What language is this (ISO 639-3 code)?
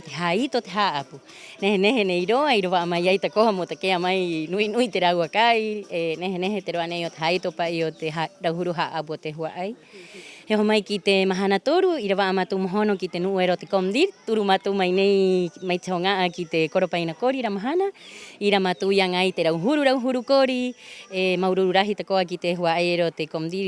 rap